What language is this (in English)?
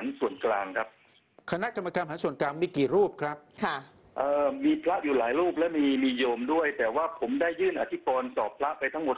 Thai